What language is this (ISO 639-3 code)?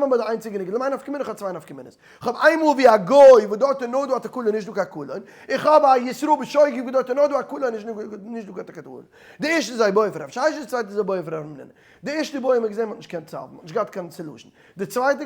yid